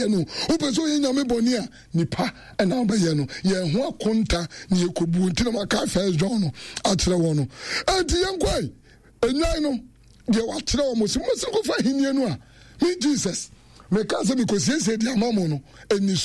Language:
Akan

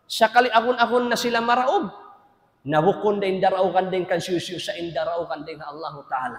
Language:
Tausug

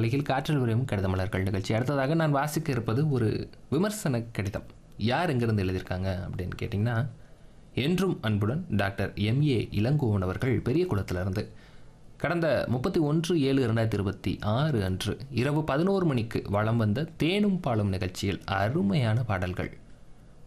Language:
Tamil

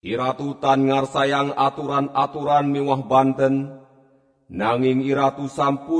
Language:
Balinese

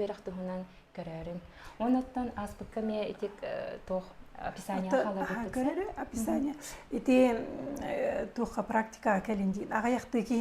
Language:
Yakut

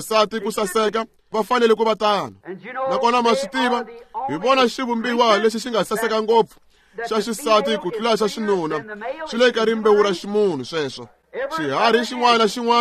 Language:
Tsonga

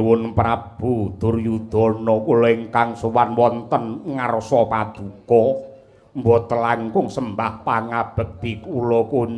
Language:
Javanese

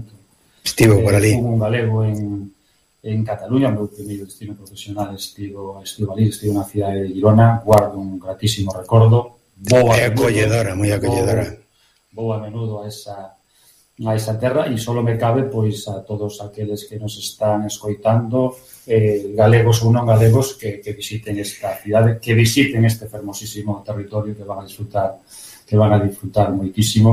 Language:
Galician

